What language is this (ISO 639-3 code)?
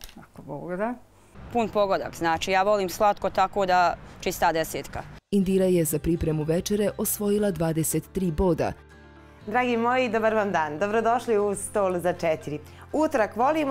bos